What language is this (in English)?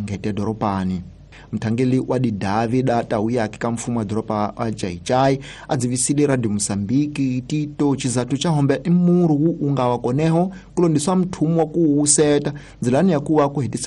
Tsonga